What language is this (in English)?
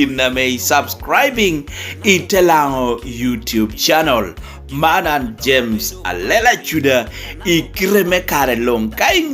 Lango (Uganda)